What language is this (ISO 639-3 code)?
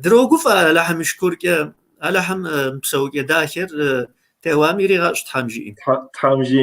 kbd